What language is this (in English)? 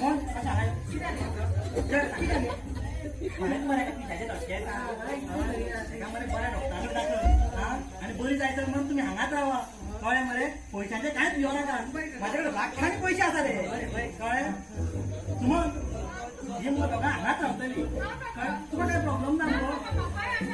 Konkani